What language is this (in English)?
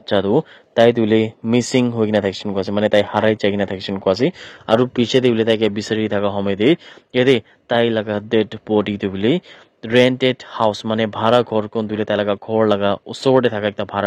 Naga Pidgin